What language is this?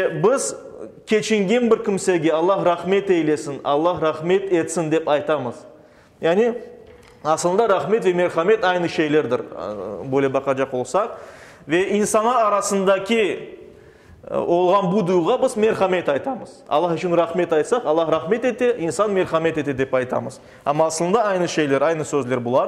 Crimean Tatar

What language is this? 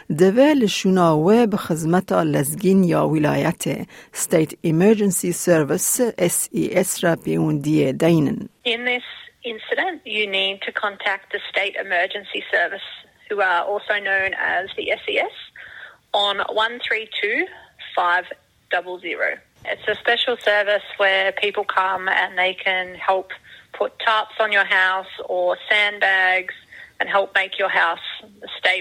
Kurdish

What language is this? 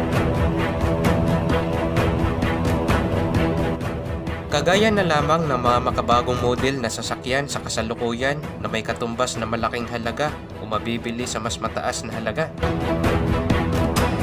Filipino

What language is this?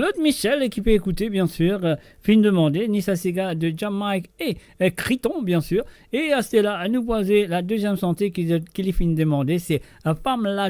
Morisyen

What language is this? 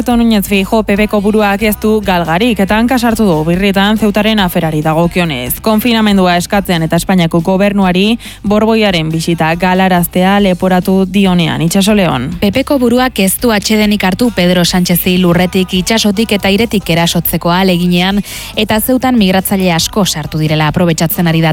Basque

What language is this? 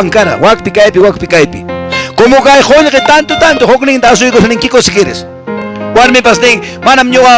Quechua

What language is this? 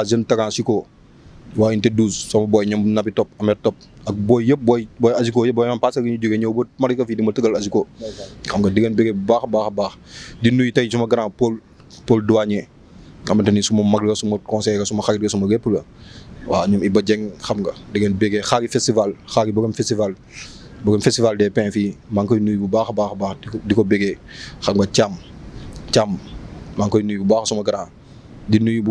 Wolof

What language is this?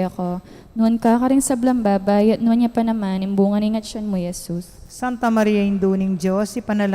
Pampanga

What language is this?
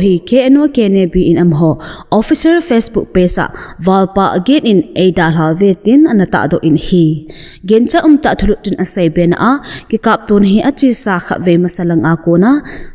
Thado Chin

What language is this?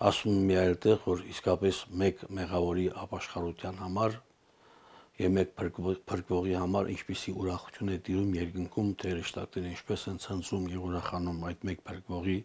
Armenian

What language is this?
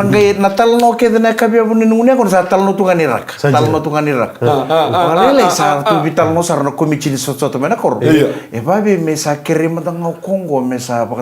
Fijian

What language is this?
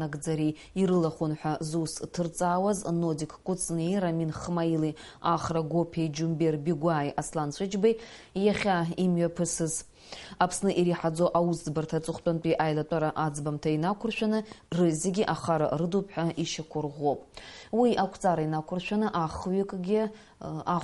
Abkhazian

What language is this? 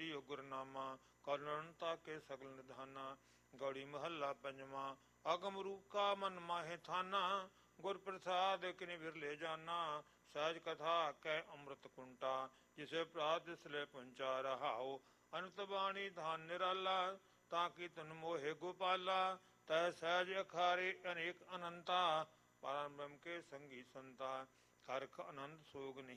Punjabi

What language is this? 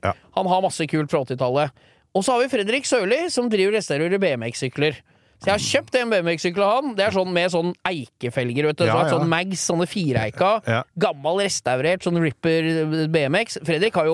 Norwegian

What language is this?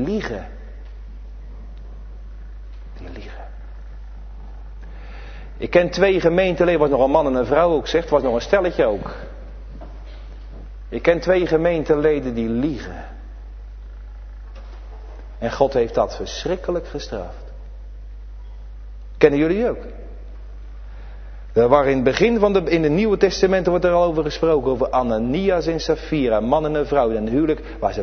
Dutch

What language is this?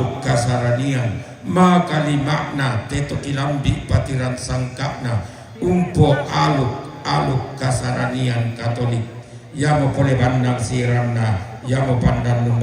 Toraja-Sa'dan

